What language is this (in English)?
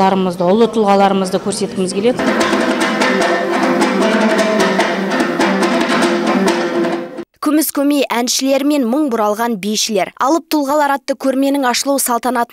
Kazakh